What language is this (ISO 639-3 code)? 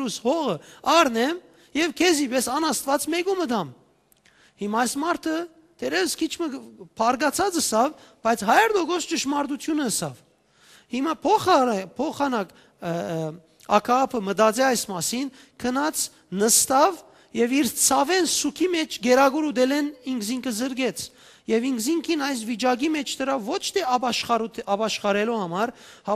hyw